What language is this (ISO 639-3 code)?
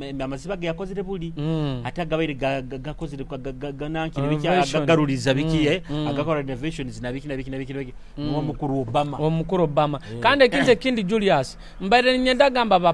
nyo